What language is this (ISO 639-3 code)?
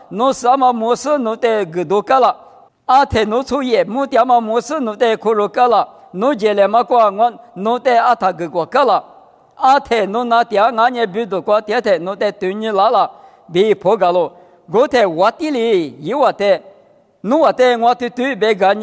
lis